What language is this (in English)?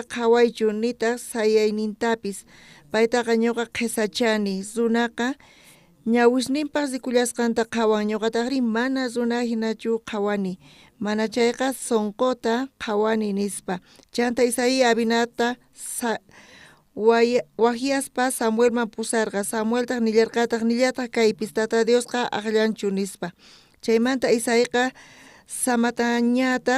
South Bolivian Quechua